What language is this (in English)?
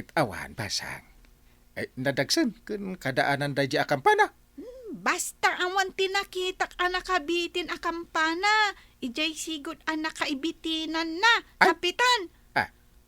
Iloko